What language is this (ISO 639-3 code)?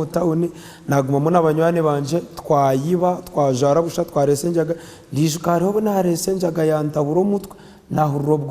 nyn